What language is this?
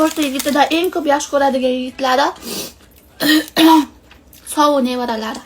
Uzbek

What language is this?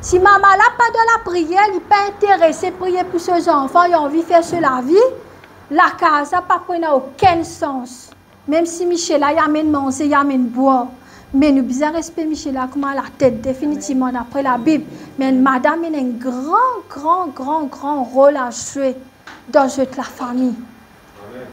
Morisyen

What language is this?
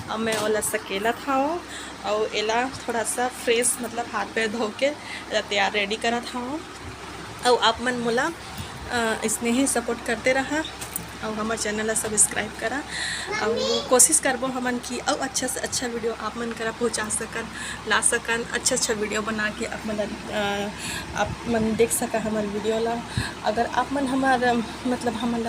Chhattisgarhi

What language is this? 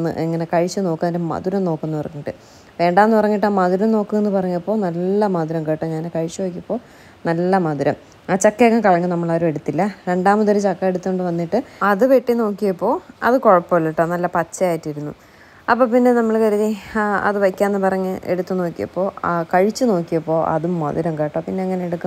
Malayalam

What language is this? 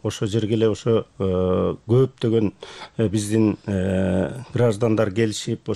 Kyrgyz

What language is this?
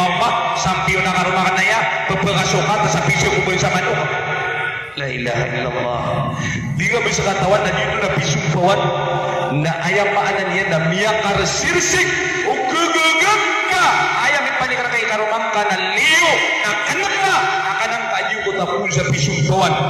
Maranao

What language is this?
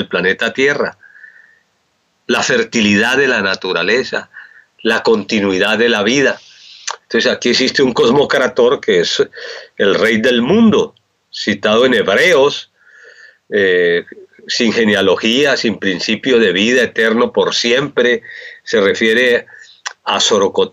Spanish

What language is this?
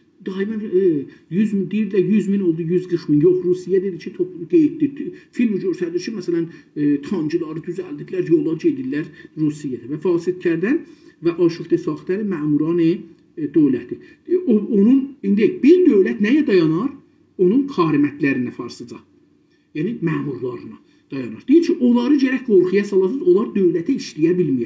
South Azerbaijani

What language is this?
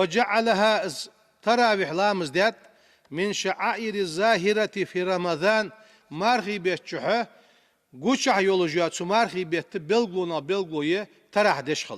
Ingush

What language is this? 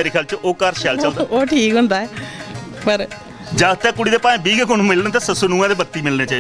Dogri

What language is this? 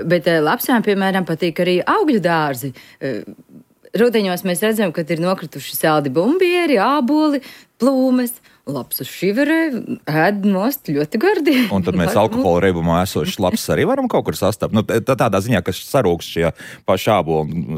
Latvian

